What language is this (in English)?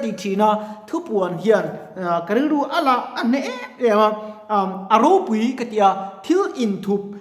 Mizo